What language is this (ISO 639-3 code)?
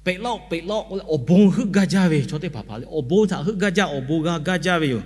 lhu